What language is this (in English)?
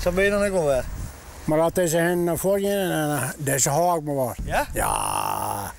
Western Frisian